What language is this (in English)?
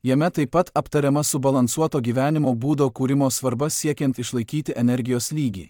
Lithuanian